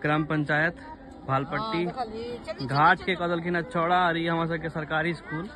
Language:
Maithili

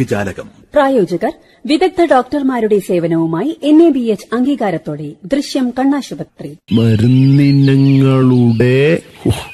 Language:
Malayalam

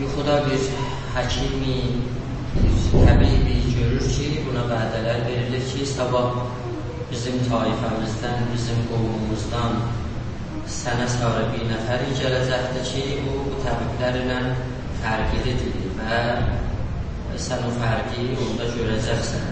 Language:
South Azerbaijani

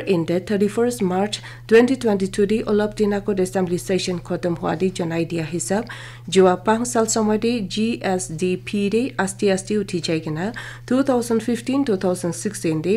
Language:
Naga Pidgin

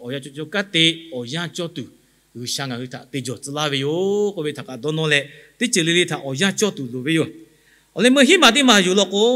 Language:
Lahu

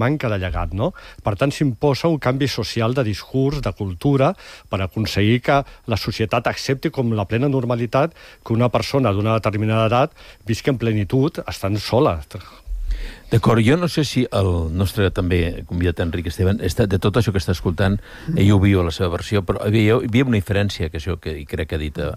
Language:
Catalan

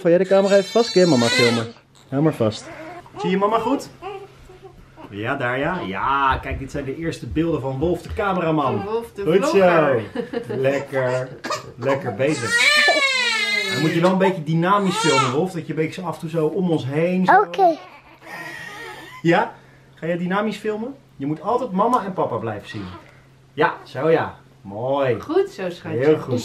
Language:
Dutch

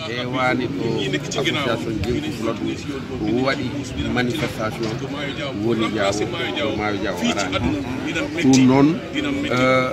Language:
Fula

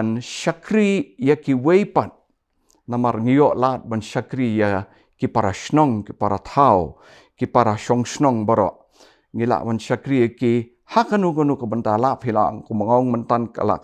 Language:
Khasi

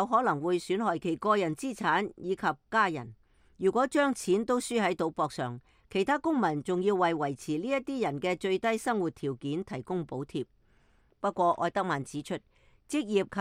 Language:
Cantonese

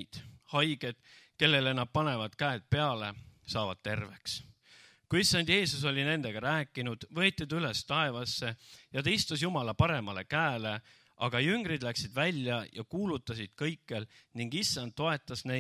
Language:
Estonian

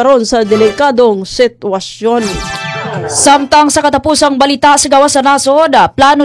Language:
Cebuano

